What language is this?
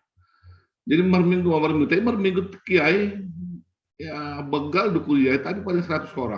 Batak Simalungun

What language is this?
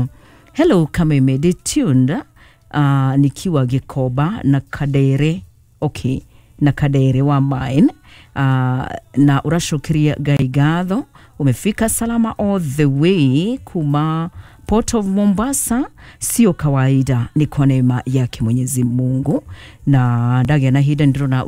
Kikuyu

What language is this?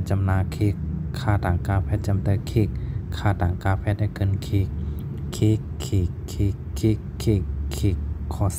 Shan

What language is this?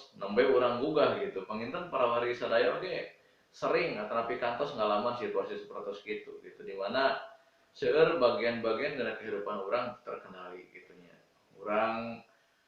Sundanese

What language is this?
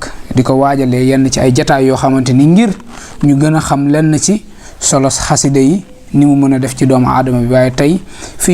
Wolof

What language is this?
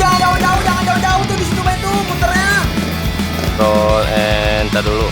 Betawi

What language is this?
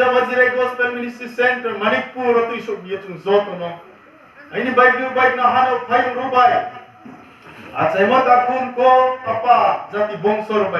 Riang (India)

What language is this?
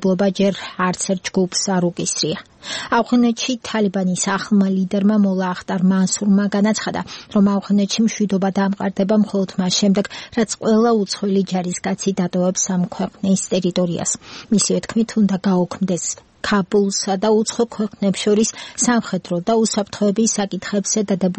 Georgian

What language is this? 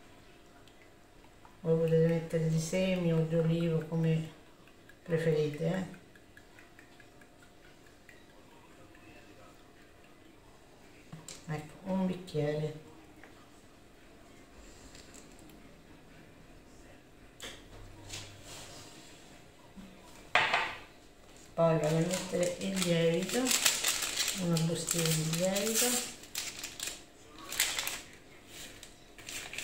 Italian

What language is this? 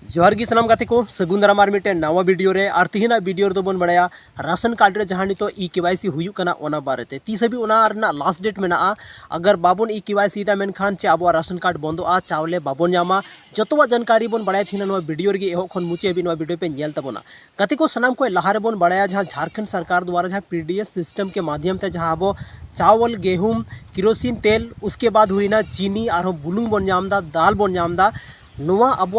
Santali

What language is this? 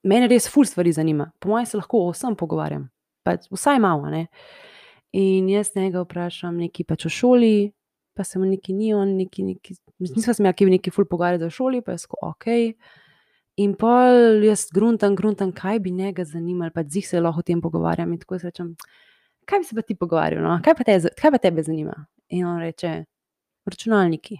Slovenian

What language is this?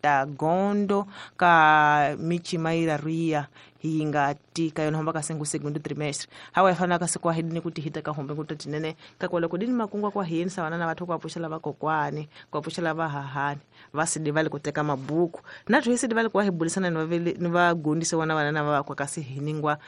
Tsonga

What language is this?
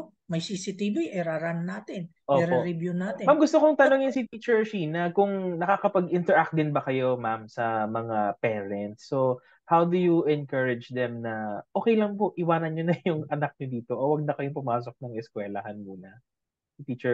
Filipino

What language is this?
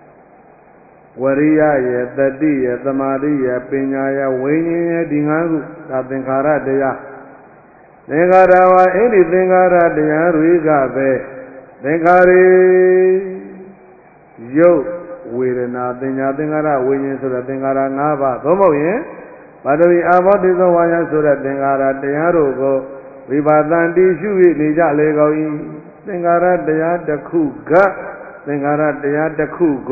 Burmese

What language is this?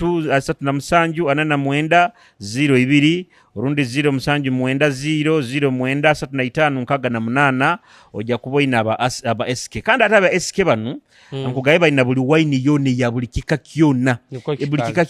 Nyoro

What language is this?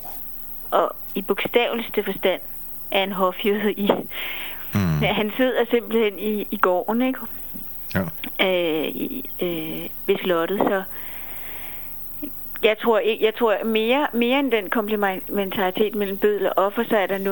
Danish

